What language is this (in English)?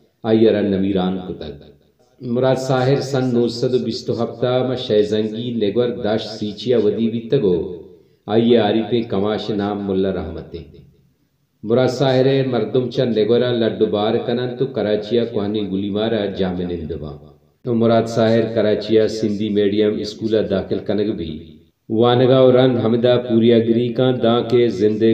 Baluchi